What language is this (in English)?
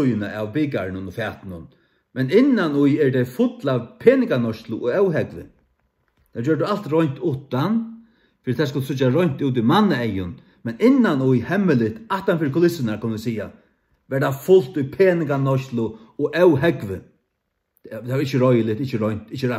Faroese